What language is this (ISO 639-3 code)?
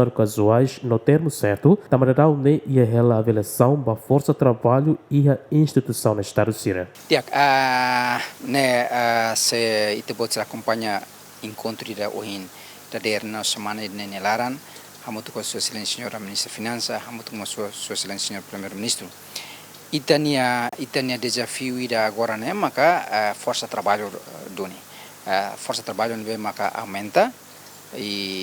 tet